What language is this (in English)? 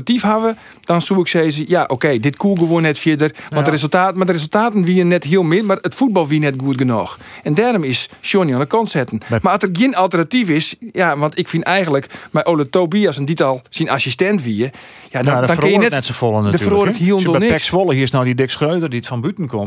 Western Frisian